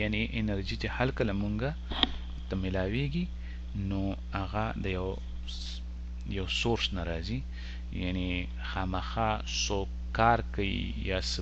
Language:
Pashto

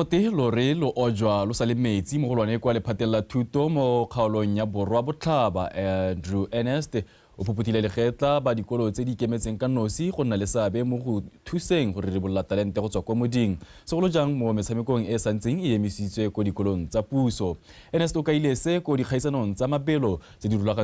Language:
Tswana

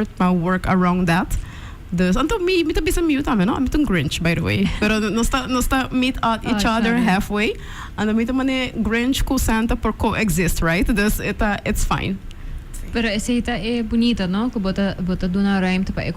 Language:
Papiamento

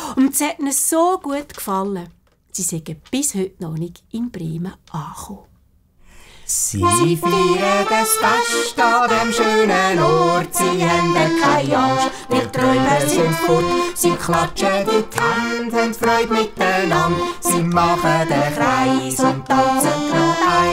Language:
Swiss German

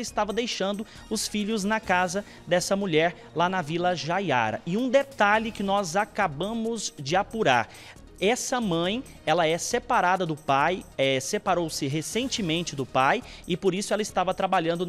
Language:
Portuguese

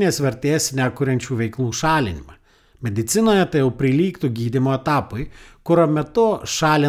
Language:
Lithuanian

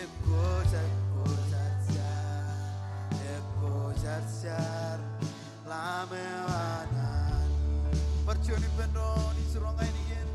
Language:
Marshallese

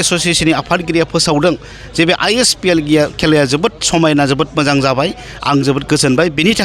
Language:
Bodo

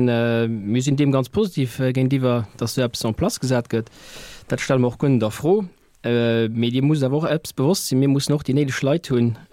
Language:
Luxembourgish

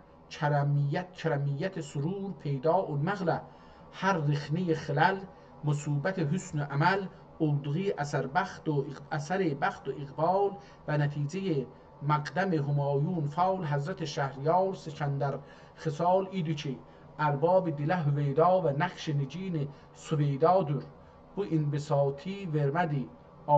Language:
South Azerbaijani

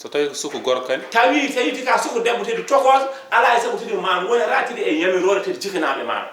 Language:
Fula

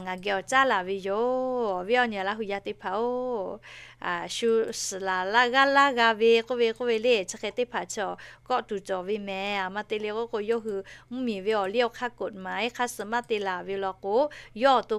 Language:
Lahu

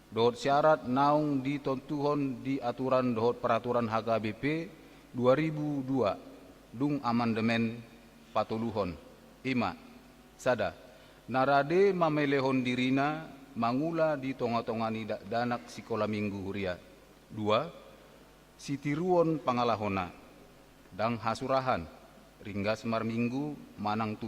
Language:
Batak Toba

